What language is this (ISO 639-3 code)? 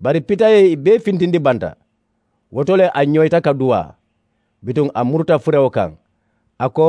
man